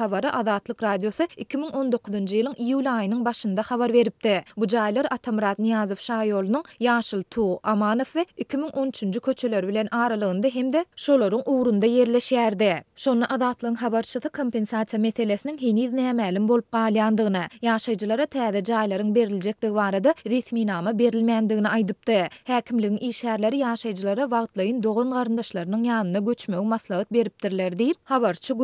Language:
Turkmen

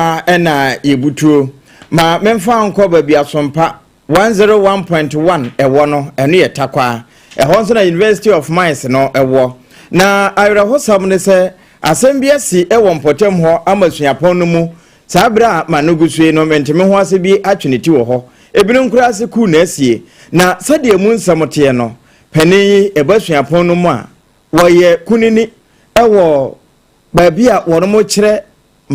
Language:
Akan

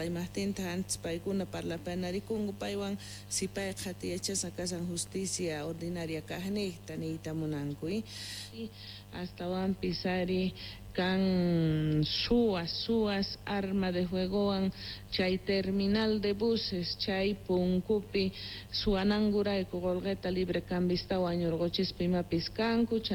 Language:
Quechua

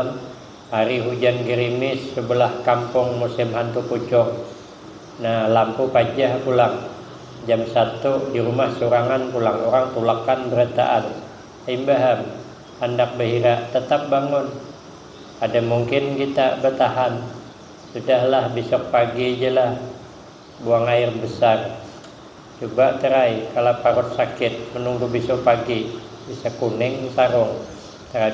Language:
Banjar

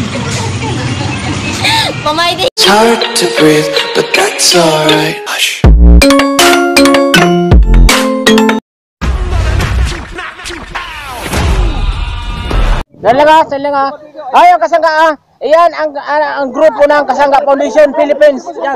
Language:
Filipino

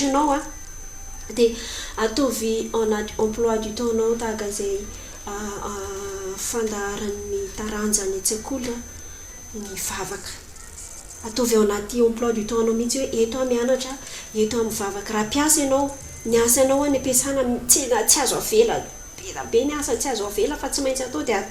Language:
Malagasy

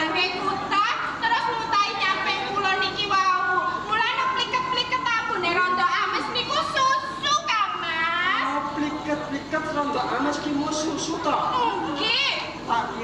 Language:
Javanese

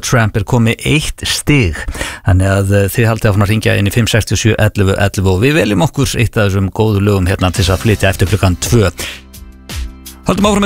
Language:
Icelandic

